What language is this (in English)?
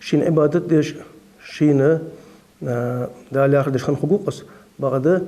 Ingush